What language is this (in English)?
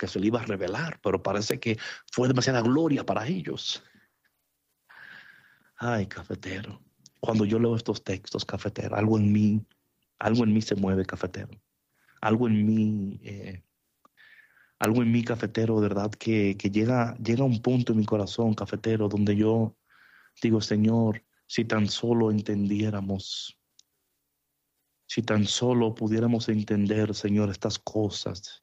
Spanish